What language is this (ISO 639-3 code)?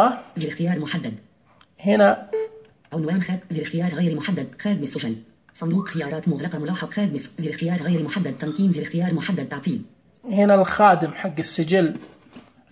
ars